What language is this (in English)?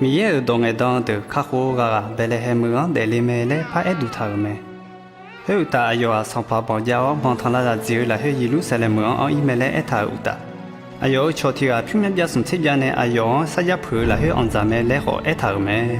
Akha